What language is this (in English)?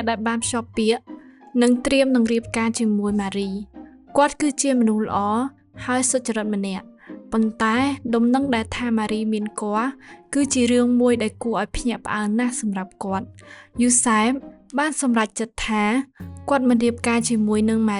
Khmer